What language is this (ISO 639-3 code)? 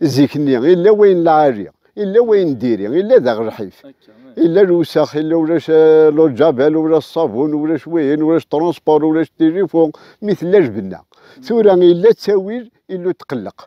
kab